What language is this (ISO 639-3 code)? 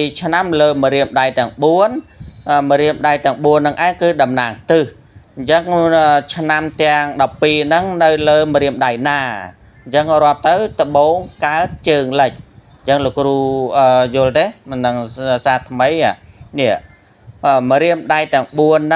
khm